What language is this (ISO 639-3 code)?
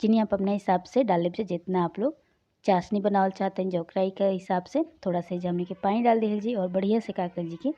bho